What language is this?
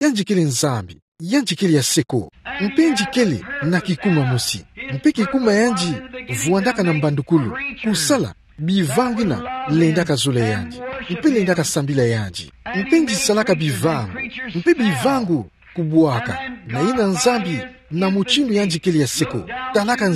Kituba (Democratic Republic of Congo)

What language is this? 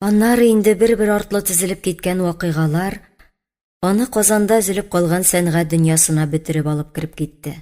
Tatar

